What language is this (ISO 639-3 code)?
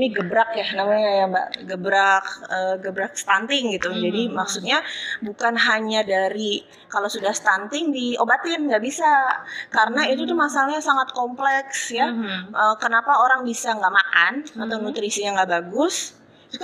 ind